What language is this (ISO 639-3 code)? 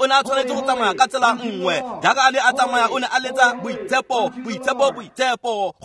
tsn